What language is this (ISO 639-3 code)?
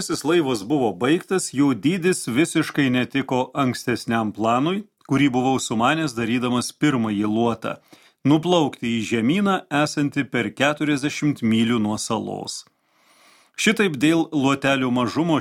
lit